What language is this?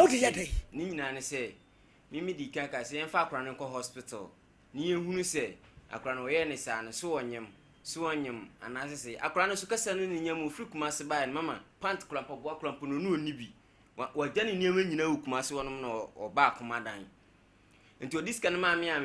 Akan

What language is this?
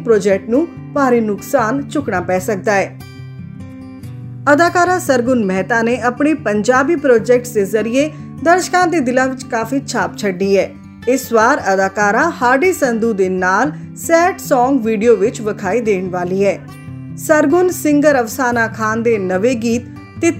Punjabi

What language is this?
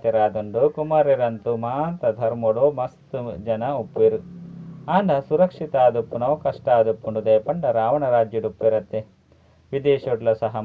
Tulu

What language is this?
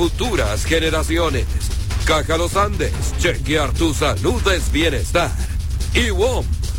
Spanish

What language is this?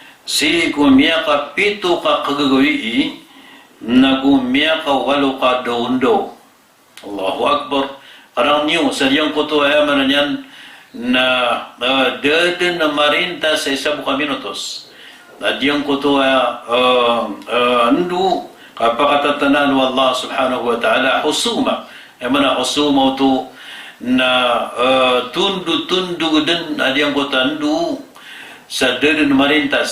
Maranao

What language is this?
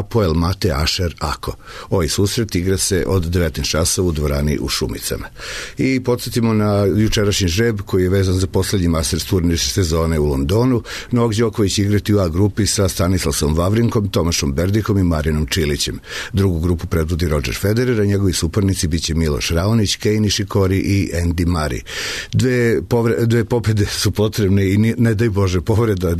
Serbian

